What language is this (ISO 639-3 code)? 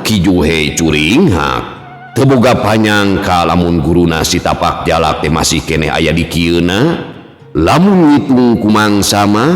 sun